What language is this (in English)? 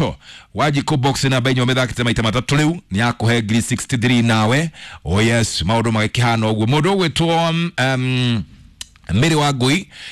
Kikuyu